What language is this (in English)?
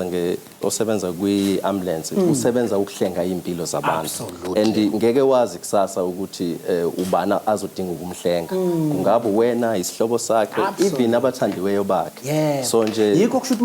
Zulu